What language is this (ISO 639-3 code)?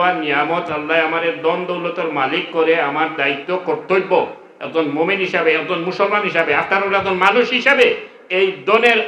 syl